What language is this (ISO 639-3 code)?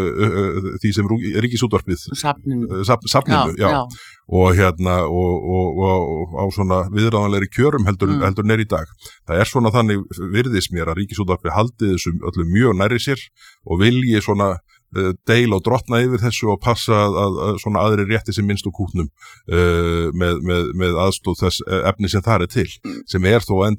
isl